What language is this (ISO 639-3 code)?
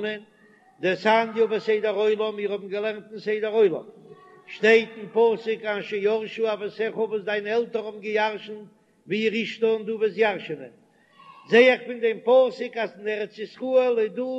yid